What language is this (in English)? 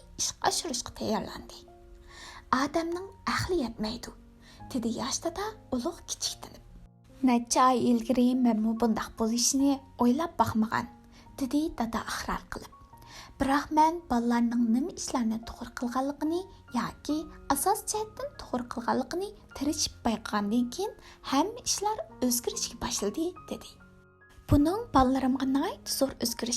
Uyghur